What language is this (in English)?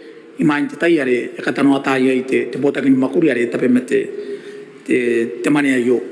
Gilbertese